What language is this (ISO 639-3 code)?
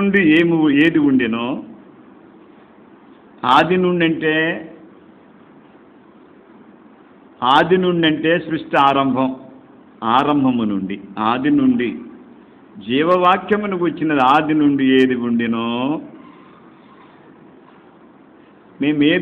tel